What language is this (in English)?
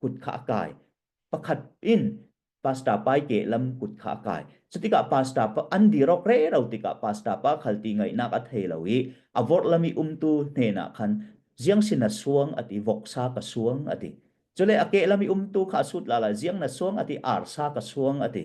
Falam Chin